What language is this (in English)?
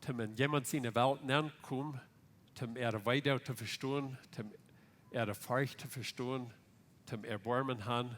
Plautdietsch